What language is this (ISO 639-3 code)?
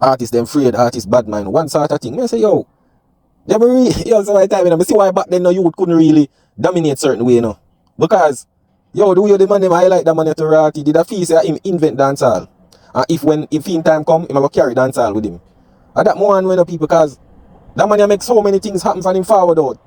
jam